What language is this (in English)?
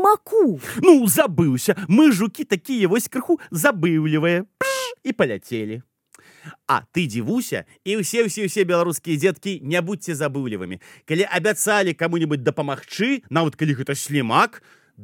Belarusian